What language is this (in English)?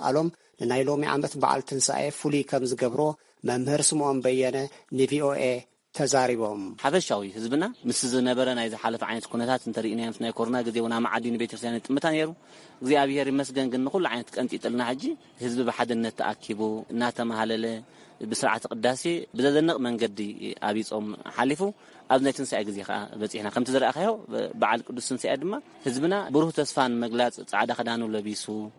Tigrinya